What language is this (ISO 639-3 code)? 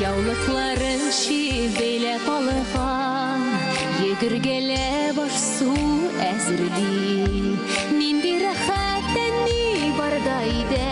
bak